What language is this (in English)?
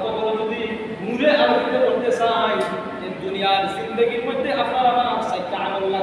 Sylheti